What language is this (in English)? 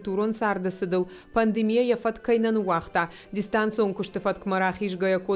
Ossetic